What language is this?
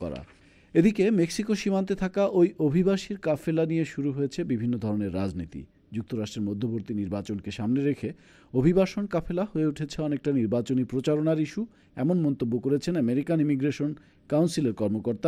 Bangla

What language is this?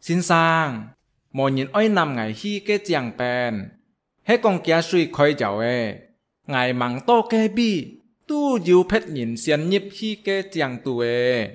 Hakka Chinese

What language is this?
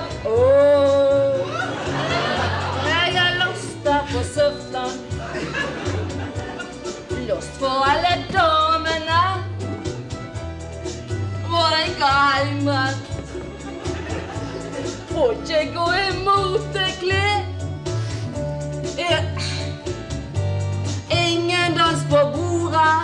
Norwegian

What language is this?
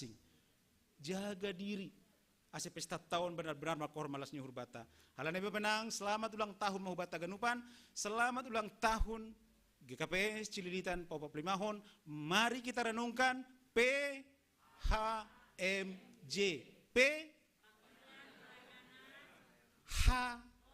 Batak Simalungun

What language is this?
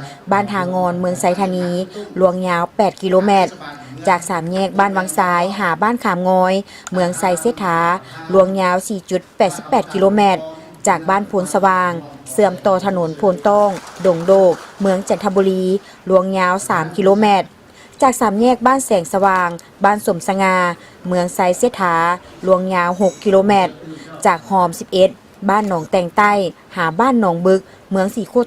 Lao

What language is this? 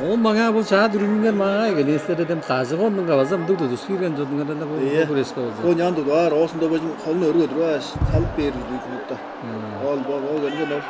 Tuvinian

